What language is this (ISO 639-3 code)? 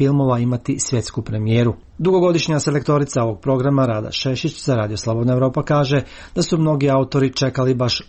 srp